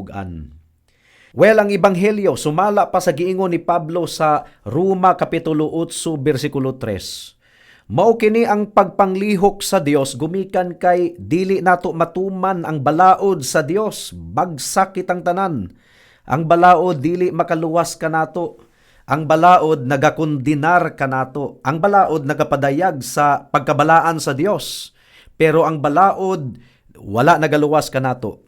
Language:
Cebuano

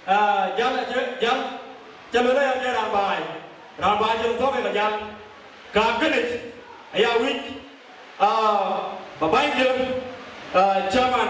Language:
Dinka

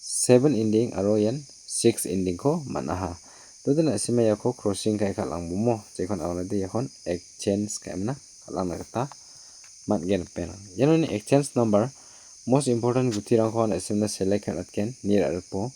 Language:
Garo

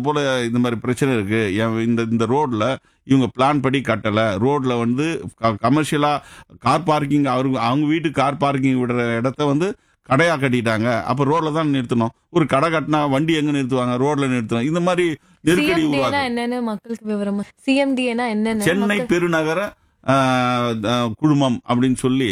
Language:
Tamil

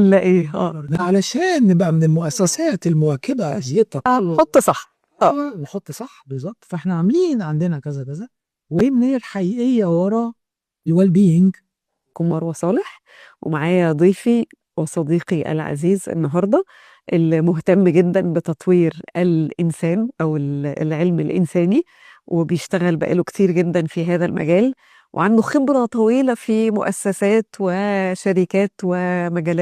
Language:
Egyptian Arabic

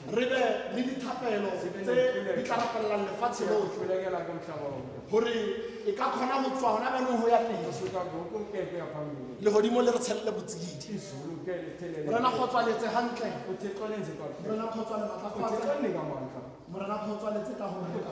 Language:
Tswana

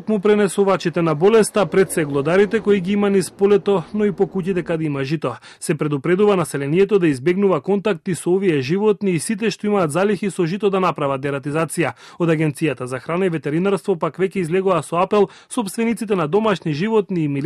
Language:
Macedonian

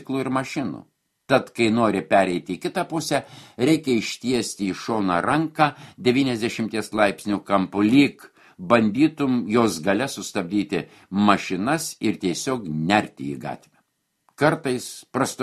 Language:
Lithuanian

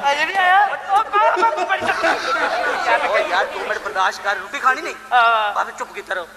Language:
Dogri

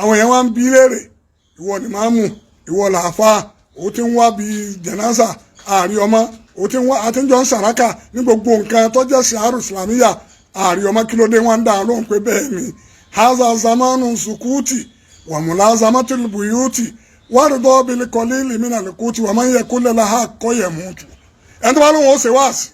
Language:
Yoruba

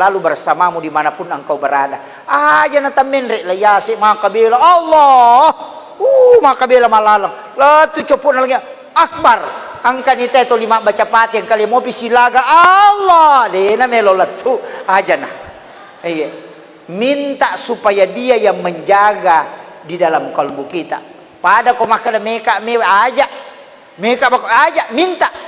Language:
Buginese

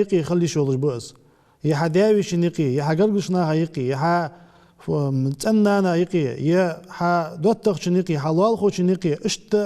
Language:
Ingush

